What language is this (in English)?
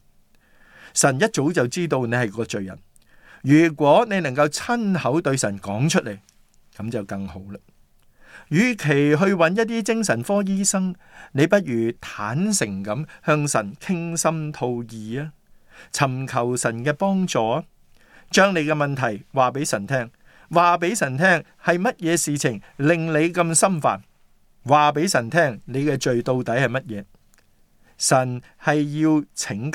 Cantonese